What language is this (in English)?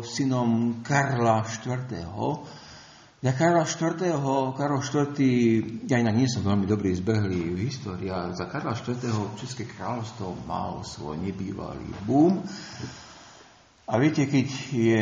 Slovak